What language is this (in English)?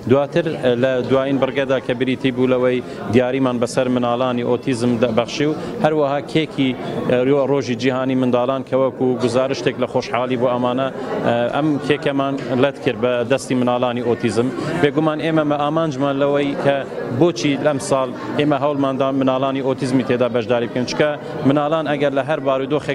Central Kurdish